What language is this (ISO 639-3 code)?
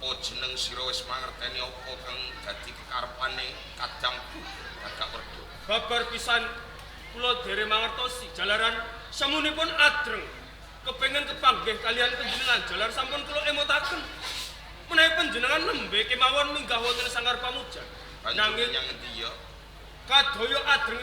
jav